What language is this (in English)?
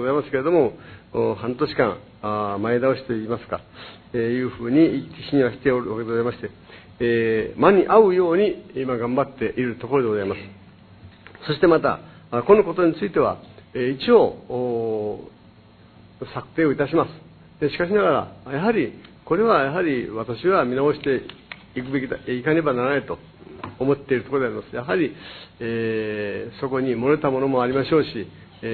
Japanese